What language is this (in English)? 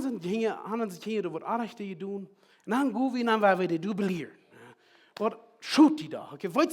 Plautdietsch